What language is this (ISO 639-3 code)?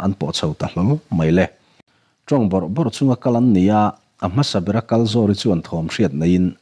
lus